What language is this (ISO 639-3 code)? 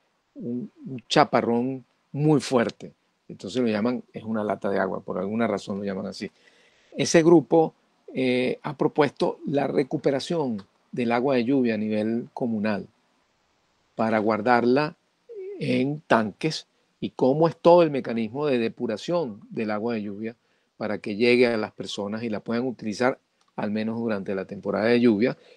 spa